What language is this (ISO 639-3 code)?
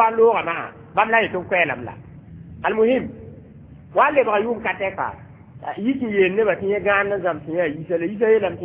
mos